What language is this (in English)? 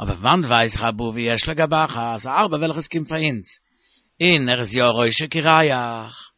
Yiddish